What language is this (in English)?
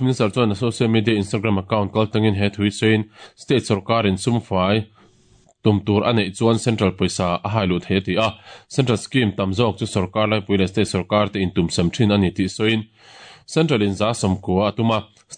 Mizo